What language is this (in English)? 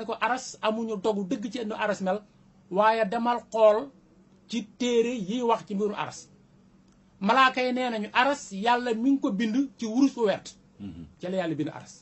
Wolof